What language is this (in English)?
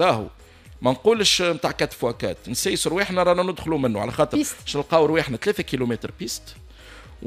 Tunisian Arabic